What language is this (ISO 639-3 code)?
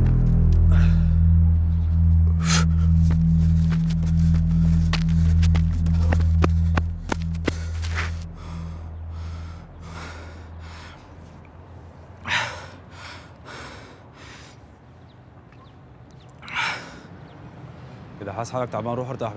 bul